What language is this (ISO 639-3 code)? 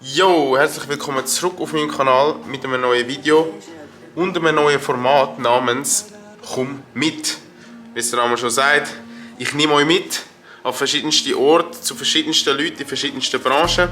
gsw